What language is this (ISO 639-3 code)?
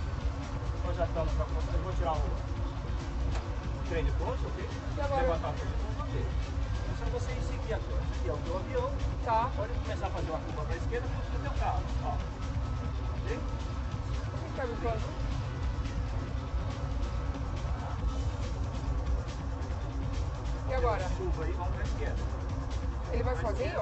por